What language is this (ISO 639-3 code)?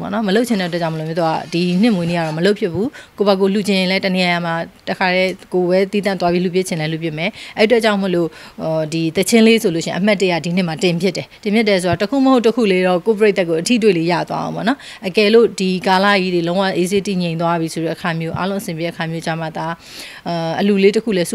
mya